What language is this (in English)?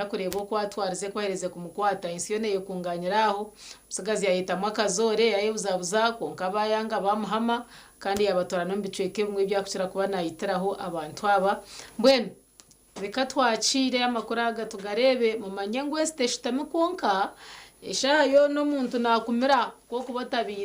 Nyankole